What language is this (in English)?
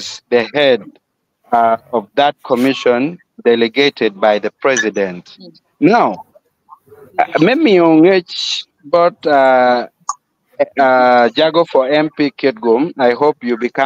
Acoli